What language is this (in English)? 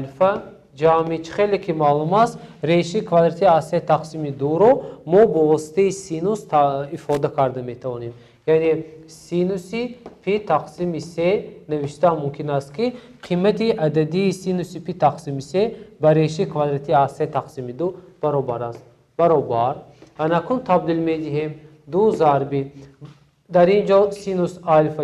Tajik